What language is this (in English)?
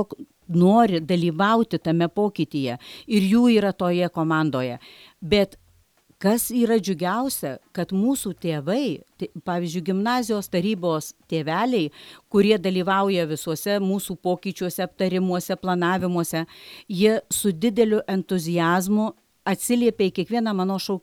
Lithuanian